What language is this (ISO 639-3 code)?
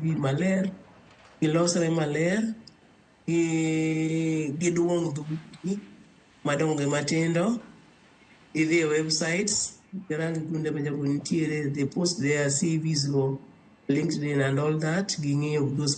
luo